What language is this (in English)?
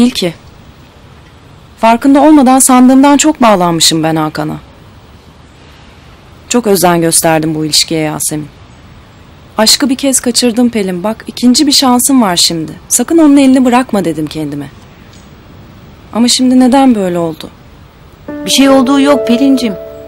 Turkish